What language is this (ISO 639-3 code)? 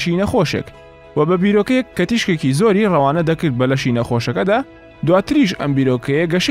ckb